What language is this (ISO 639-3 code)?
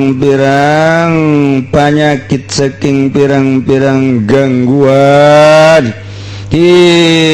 sun